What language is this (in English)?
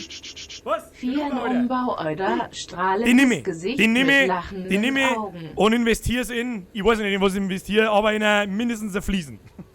Bavarian